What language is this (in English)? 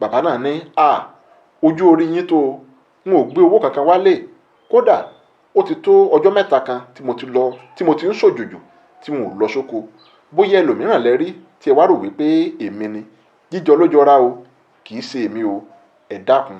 Yoruba